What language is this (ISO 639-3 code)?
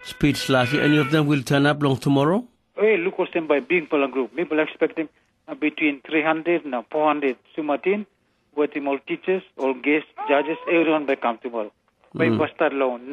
tpi